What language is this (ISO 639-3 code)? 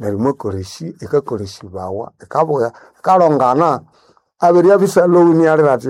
nnb